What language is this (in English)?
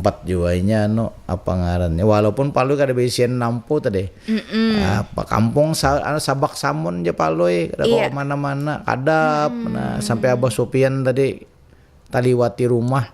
Banjar